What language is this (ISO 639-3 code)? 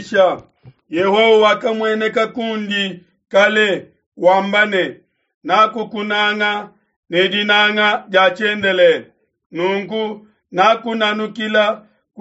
lua